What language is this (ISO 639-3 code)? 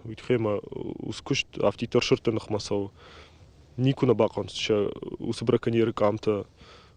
oss